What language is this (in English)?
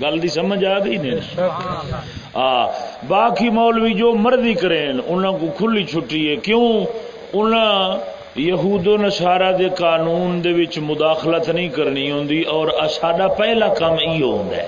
Saraiki